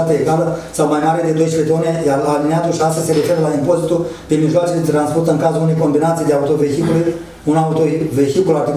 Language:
Romanian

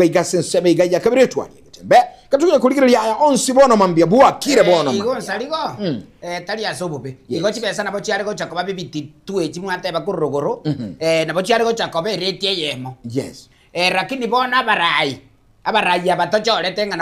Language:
Gusii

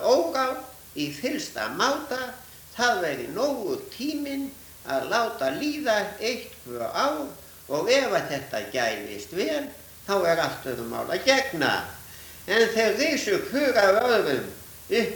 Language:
Icelandic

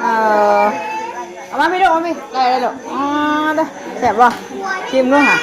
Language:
Northeastern Thai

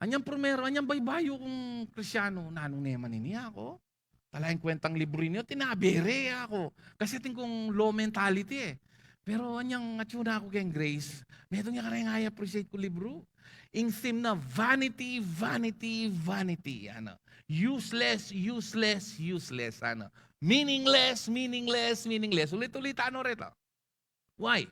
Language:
Pampanga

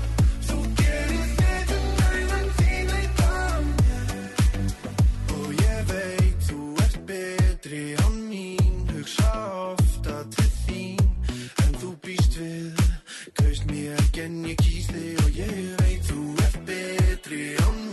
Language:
Icelandic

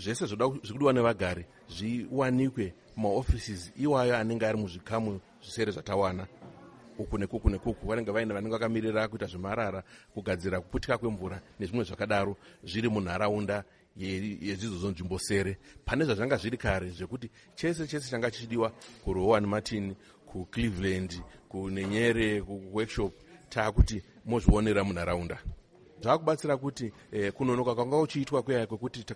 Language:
Shona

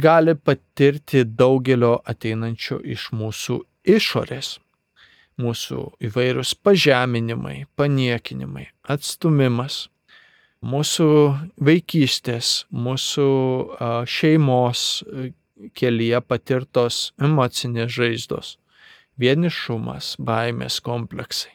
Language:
Lithuanian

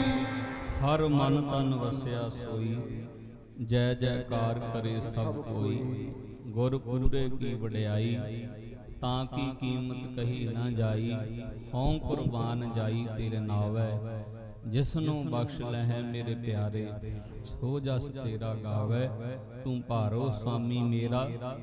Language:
Punjabi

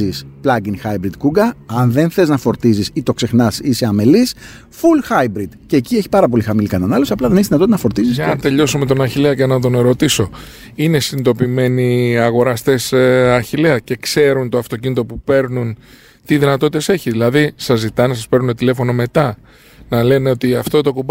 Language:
Greek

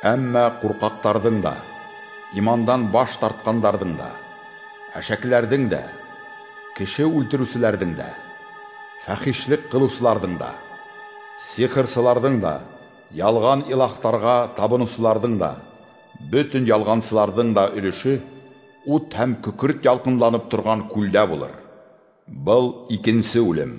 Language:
Bashkir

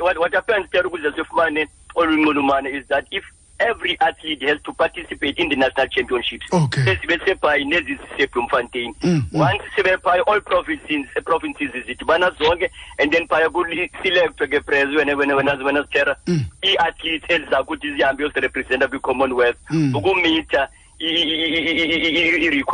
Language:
Xhosa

